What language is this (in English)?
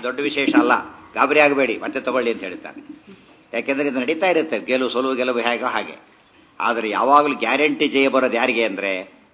Kannada